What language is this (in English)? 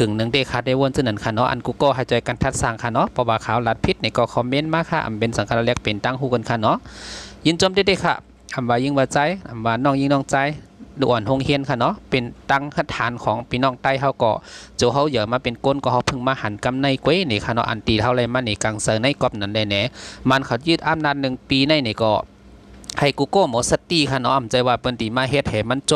Shan